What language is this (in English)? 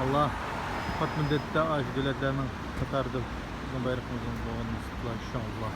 Uyghur